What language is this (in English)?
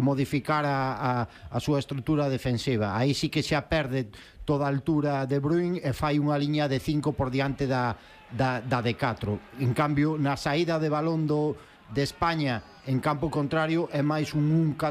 Galician